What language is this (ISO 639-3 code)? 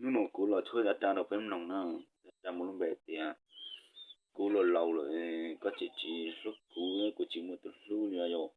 hmn